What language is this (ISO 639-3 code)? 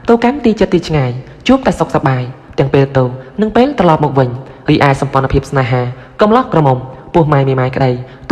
khm